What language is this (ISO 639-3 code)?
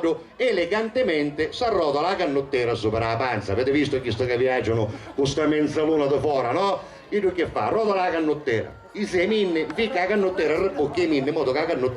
scn